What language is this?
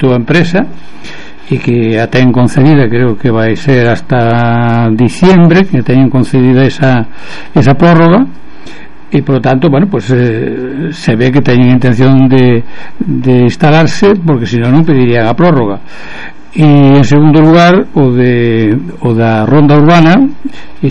Galician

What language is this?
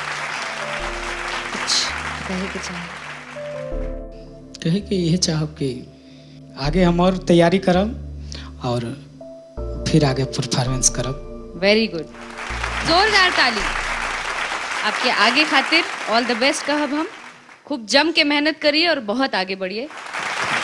Bhojpuri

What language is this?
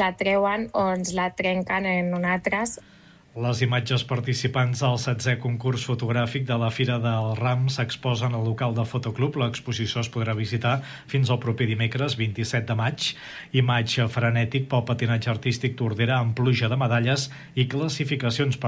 Catalan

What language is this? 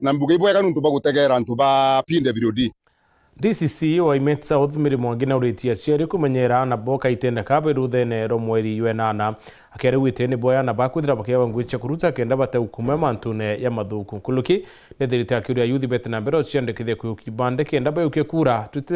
Meru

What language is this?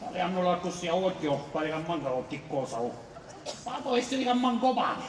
Sicilian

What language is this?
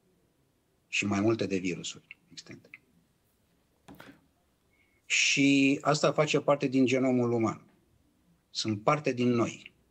Romanian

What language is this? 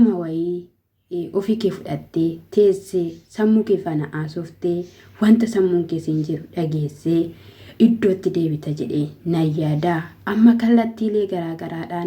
Oromo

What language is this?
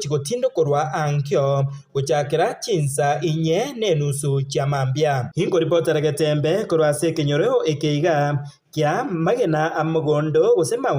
Gusii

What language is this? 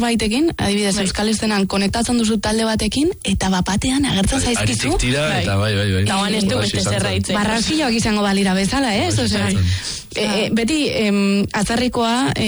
Basque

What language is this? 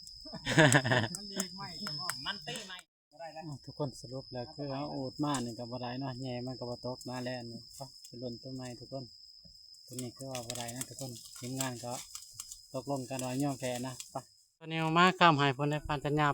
Lao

